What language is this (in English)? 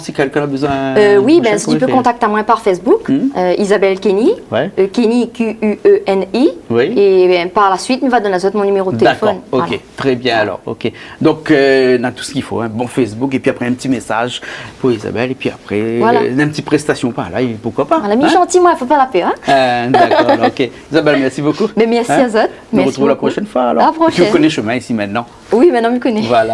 Réunion Creole French